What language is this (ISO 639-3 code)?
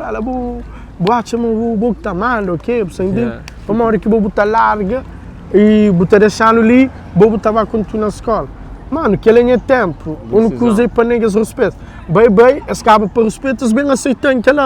kea